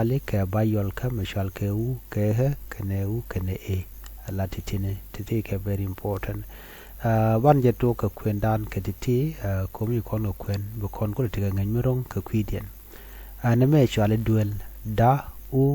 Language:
Nuer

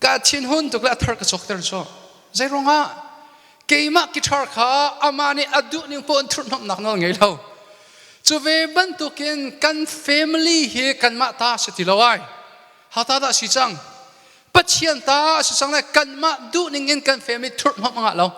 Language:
Hakha Chin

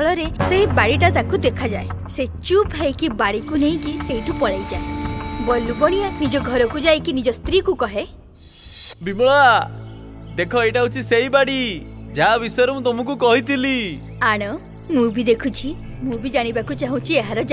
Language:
Odia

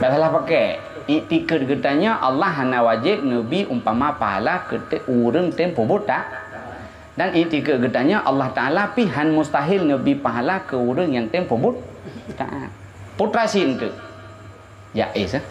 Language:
Achinese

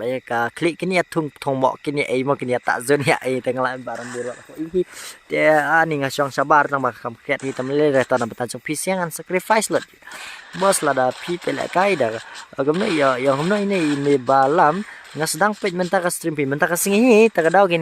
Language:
Khasi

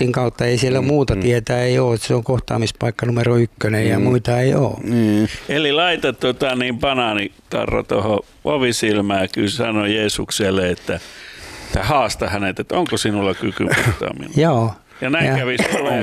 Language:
Finnish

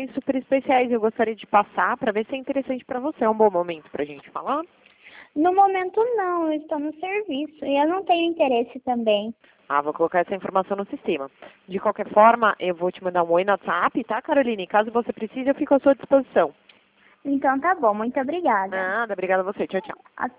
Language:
Portuguese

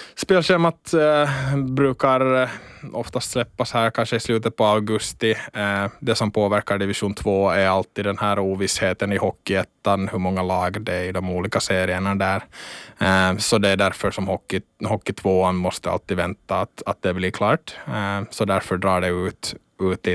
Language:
Swedish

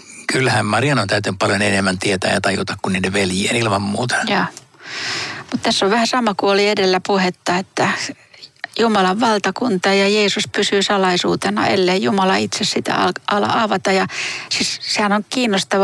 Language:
Finnish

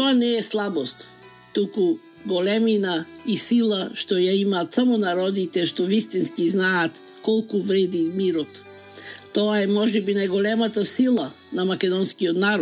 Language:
Macedonian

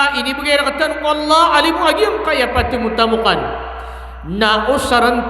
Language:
Maranao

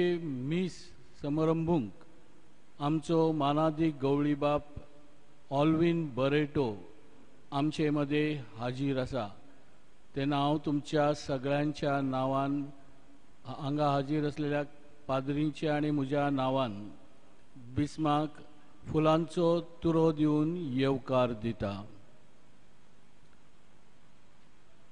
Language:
Konkani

